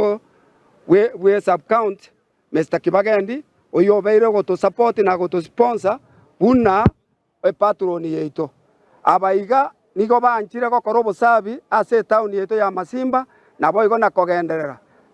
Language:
Gusii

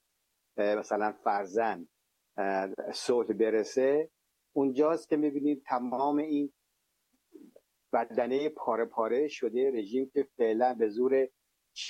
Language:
Persian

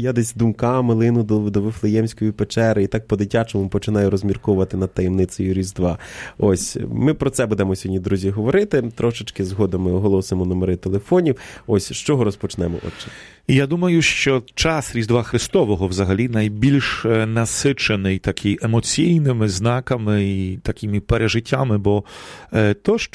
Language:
Ukrainian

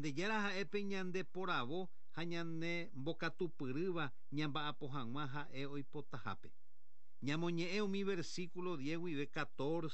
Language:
Guarani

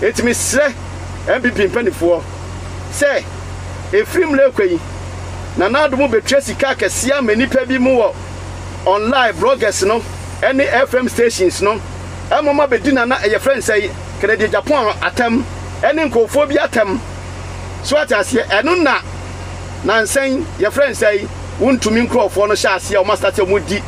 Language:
Akan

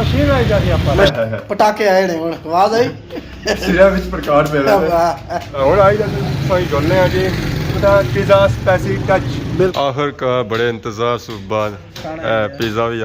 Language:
Pahari-Potwari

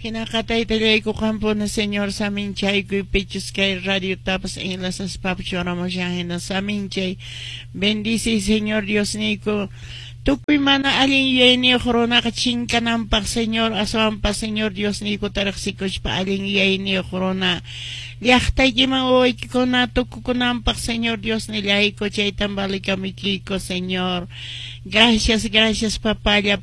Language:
Quechua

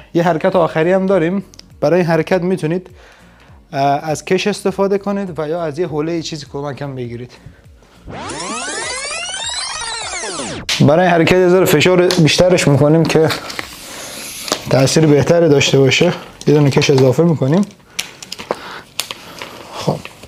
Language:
Persian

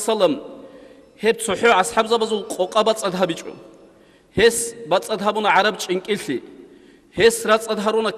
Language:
Avaric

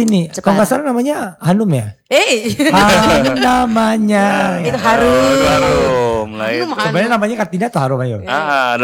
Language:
Indonesian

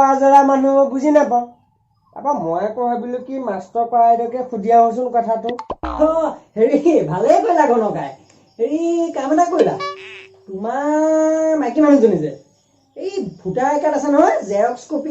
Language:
Assamese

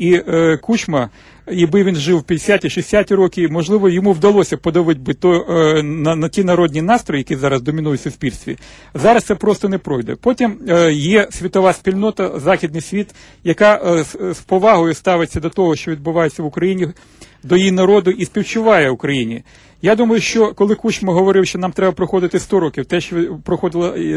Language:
Ukrainian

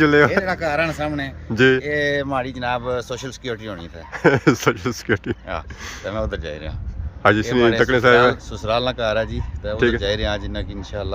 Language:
Pahari-Potwari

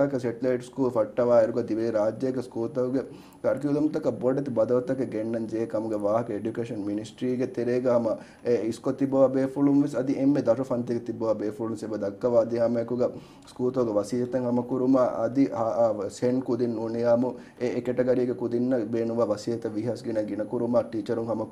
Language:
Divehi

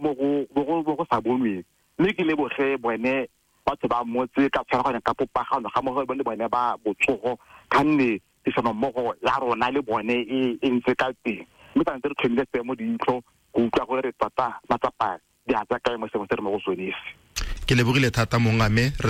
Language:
Tswana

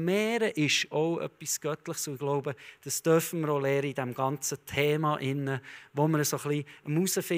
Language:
Swiss German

